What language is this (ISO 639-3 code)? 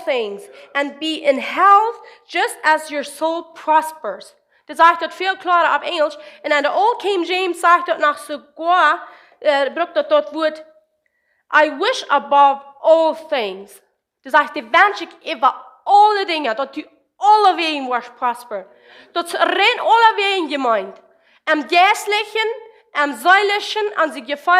pdt